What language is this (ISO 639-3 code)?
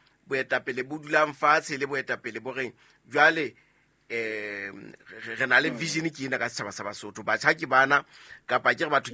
sot